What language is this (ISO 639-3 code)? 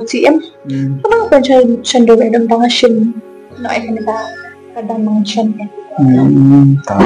kha